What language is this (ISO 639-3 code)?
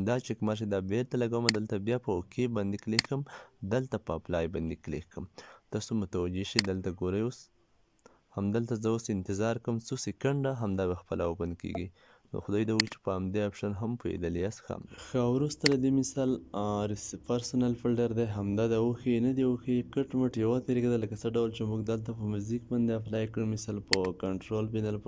pus